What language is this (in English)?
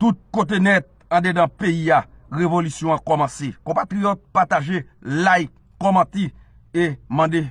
Haitian Creole